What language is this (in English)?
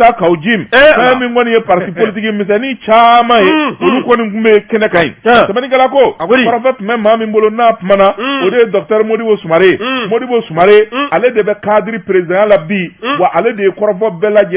Bambara